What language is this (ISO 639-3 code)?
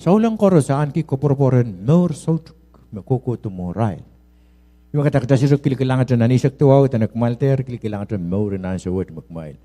pon